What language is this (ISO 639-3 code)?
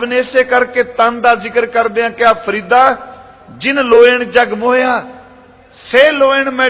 pan